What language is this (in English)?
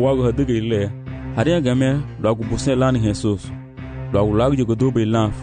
Garifuna